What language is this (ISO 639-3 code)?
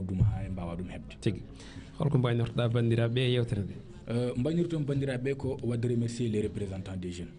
ful